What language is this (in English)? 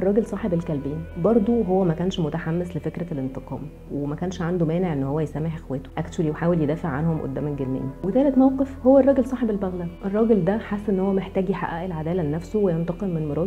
Egyptian Arabic